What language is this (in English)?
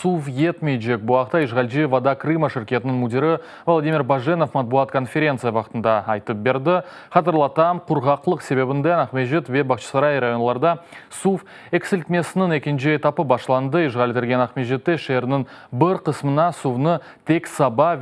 Crimean Tatar